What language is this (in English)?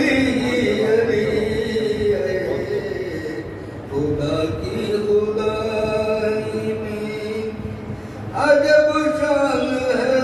Urdu